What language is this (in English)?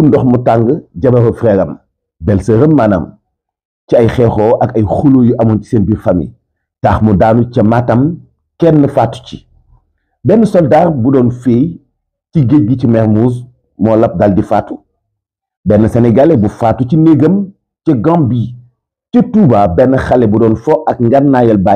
Wolof